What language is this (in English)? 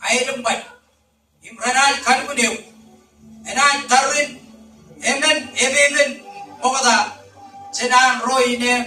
Marshallese